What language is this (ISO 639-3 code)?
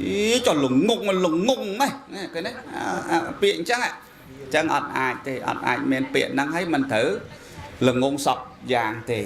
khm